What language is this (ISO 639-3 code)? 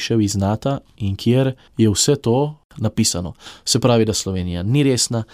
slv